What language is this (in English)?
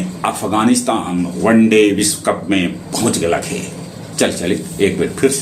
Magahi